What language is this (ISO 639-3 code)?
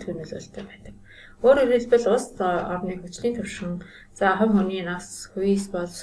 mon